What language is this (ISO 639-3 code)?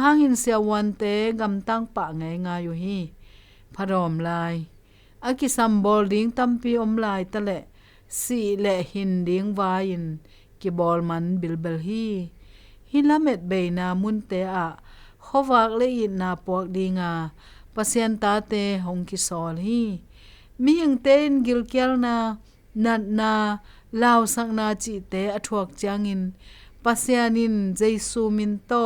ctd